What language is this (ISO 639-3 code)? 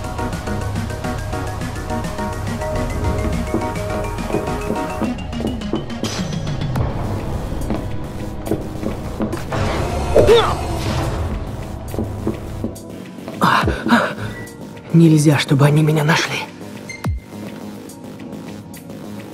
rus